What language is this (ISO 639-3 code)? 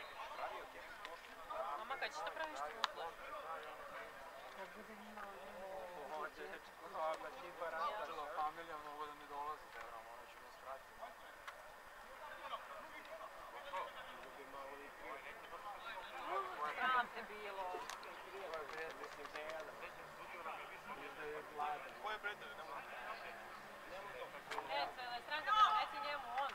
srp